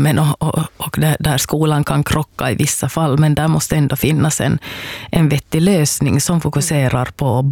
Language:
Swedish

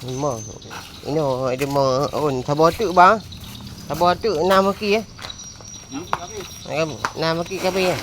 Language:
Achinese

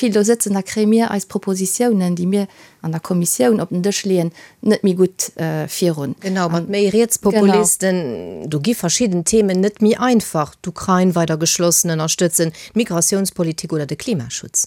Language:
Luxembourgish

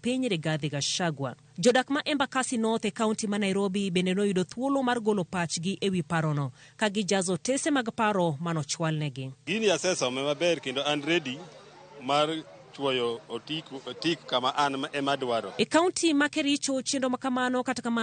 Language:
Luo (Kenya and Tanzania)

